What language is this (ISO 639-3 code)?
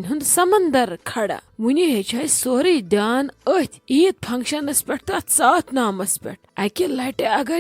kas